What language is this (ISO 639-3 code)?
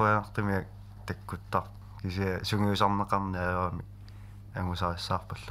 kal